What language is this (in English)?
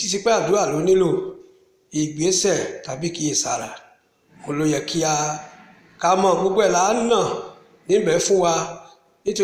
Yoruba